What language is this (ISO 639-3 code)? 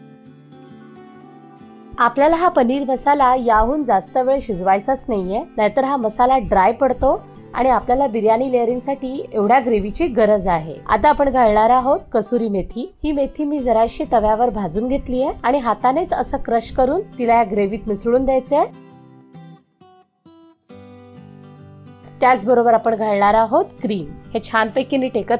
mar